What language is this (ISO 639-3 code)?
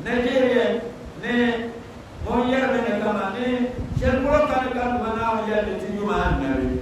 dag